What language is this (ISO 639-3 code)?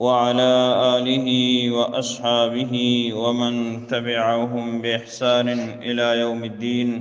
bgp